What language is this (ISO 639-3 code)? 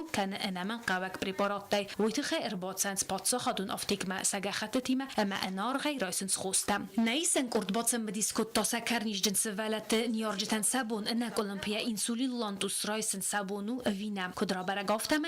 oss